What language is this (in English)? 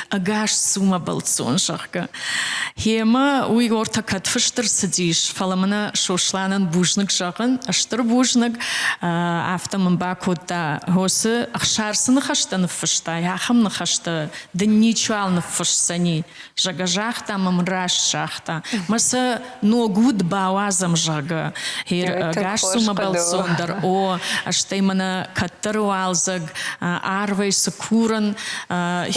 Ossetic